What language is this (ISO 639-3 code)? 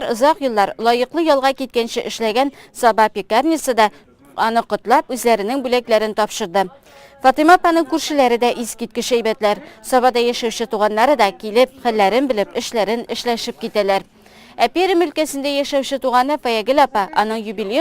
tat